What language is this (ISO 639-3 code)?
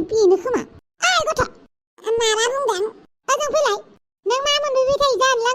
brx